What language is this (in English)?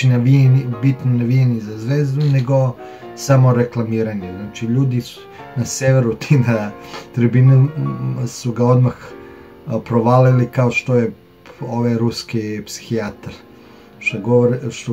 Serbian